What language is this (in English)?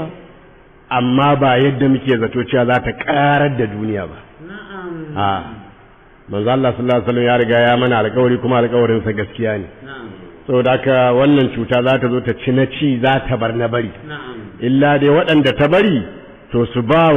Hausa